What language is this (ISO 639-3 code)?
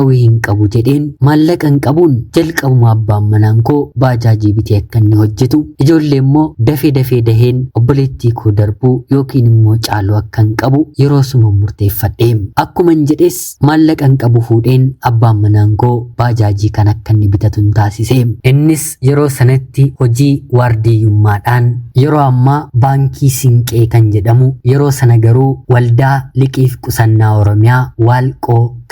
orm